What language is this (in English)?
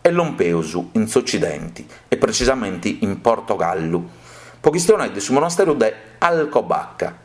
Sardinian